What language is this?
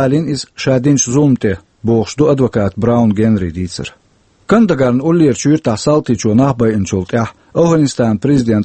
Chechen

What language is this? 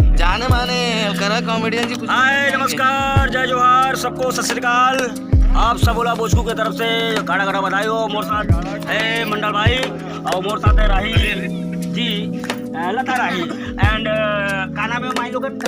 Chhattisgarhi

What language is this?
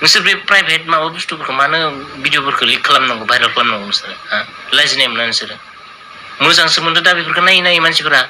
Bodo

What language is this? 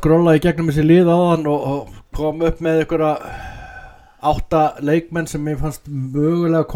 Icelandic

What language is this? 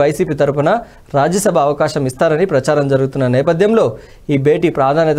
Telugu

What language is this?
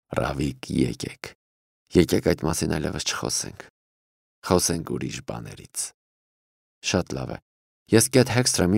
Armenian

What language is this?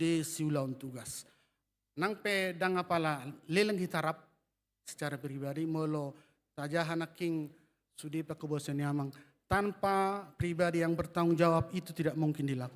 Batak Toba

